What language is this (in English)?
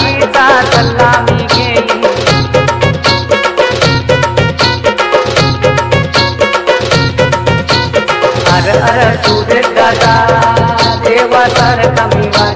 Marathi